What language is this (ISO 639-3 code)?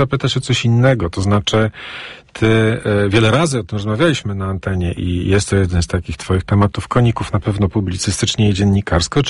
pol